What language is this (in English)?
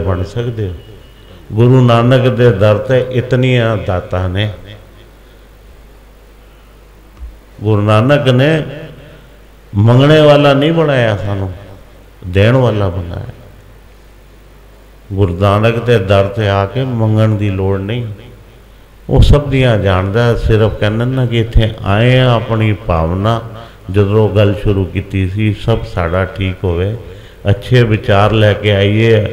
Punjabi